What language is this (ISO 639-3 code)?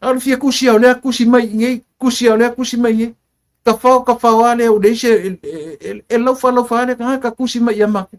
smo